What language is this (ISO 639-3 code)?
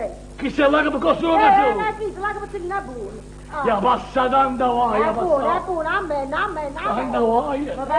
nap